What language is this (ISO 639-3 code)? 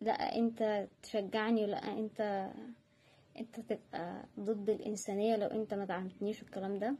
arz